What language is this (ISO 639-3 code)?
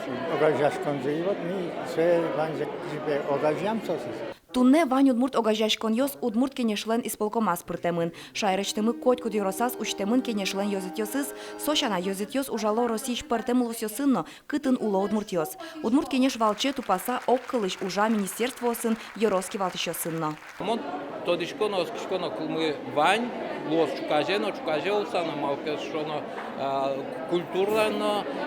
udm